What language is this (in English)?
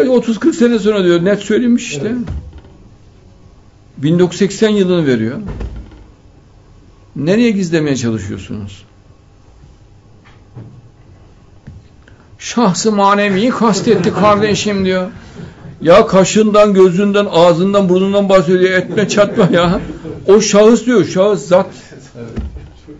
Turkish